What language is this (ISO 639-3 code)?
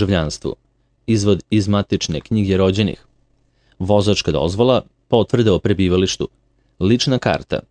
srp